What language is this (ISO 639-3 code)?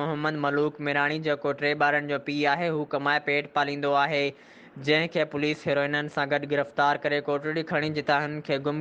snd